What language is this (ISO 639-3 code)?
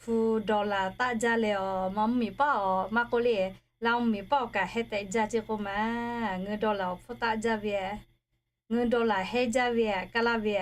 lhu